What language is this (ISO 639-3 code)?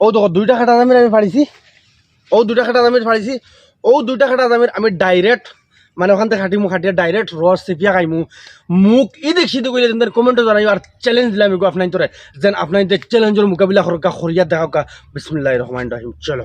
syl